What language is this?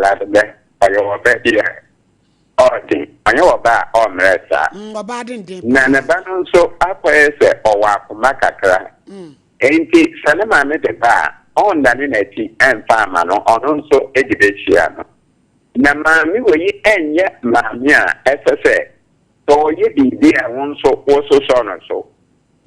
Akan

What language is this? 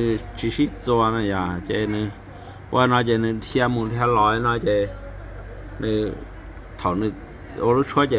Hmong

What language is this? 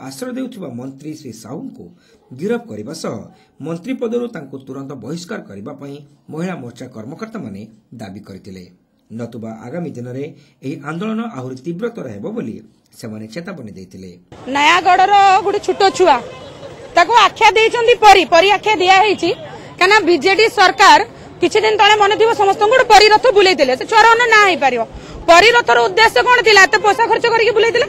Odia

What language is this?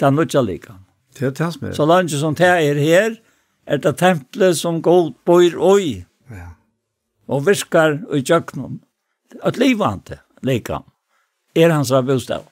Faroese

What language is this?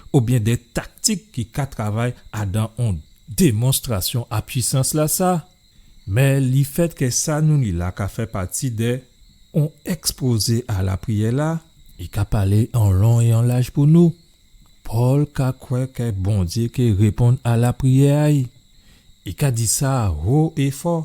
Guadeloupean Creole French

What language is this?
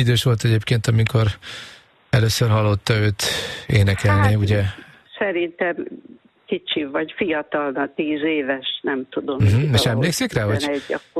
Hungarian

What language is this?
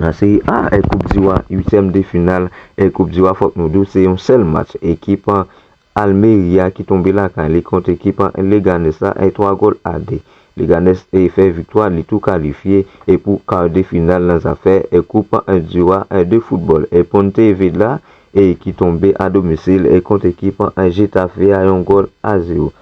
Haitian Creole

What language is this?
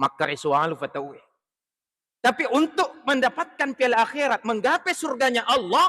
Buginese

